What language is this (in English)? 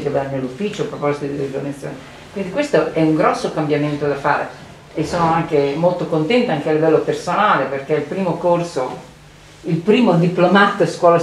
Italian